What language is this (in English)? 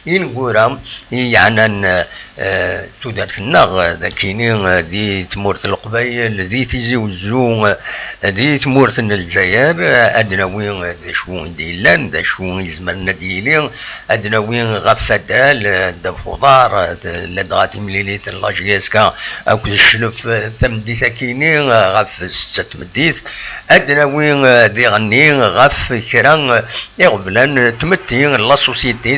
Kabyle